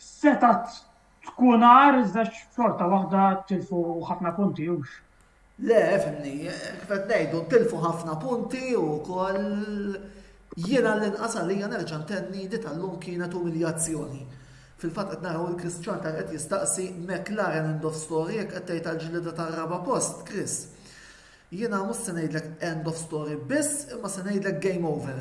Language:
Maltese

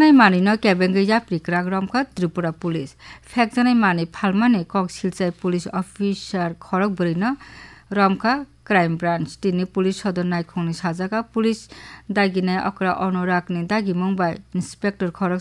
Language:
Kok Borok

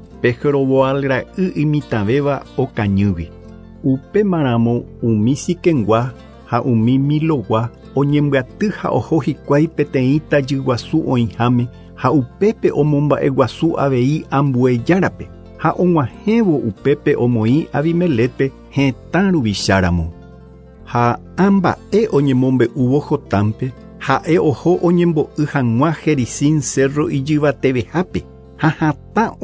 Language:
Guarani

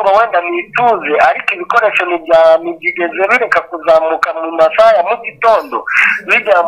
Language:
Kinyarwanda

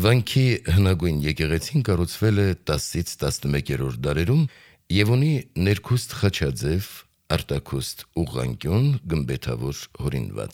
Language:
Armenian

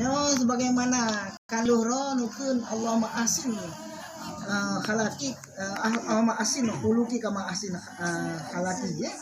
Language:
Achinese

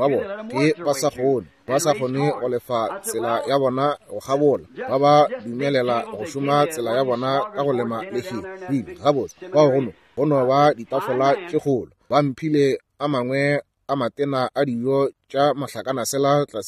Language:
Northern Sotho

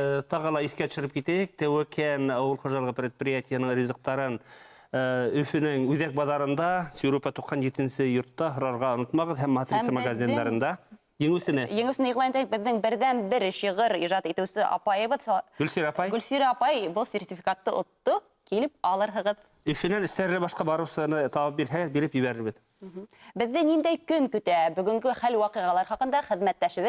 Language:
Bashkir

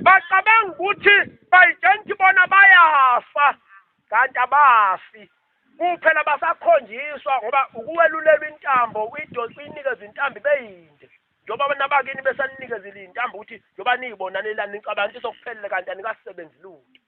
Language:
Zulu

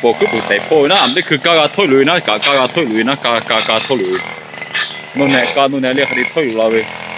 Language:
Lahu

